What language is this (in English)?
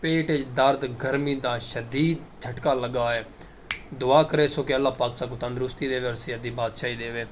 Saraiki